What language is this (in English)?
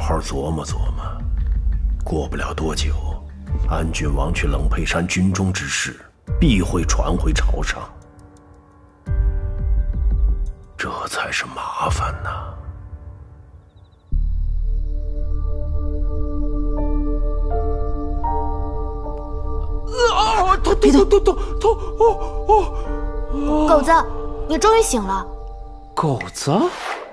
Chinese